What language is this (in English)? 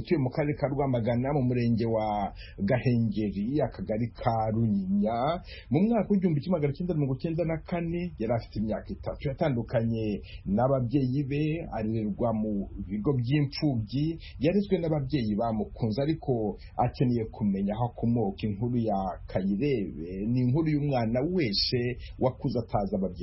Kinyarwanda